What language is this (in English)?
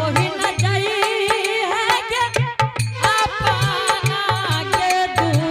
Angika